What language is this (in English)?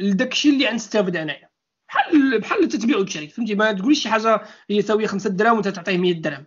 Moroccan Arabic